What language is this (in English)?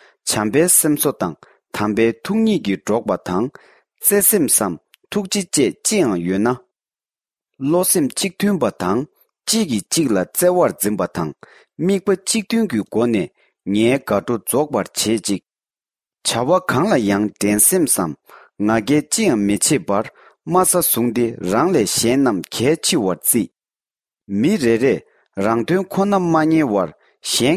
Tibetan